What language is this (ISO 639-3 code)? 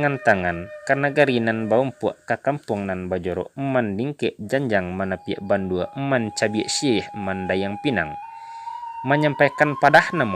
min